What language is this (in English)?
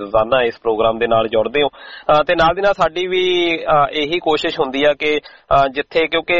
Punjabi